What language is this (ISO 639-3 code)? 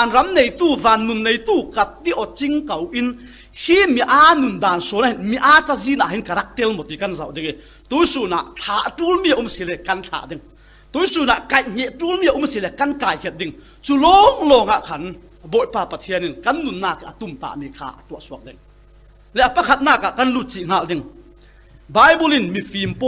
cfm